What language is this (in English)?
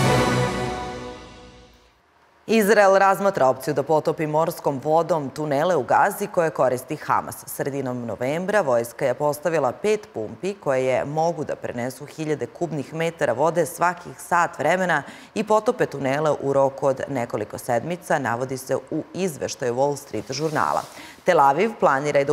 Serbian